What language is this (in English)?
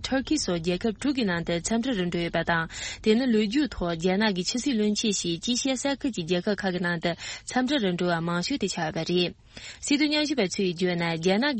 Tibetan